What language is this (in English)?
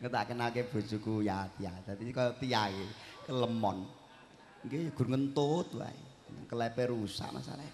Javanese